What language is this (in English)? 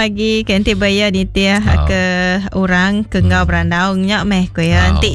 Iban